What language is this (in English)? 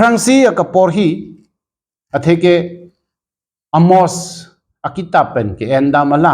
Karbi